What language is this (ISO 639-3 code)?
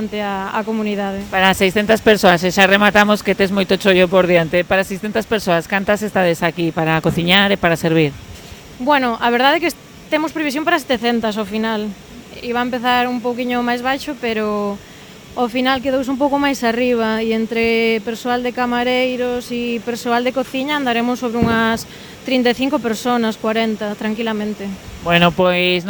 glg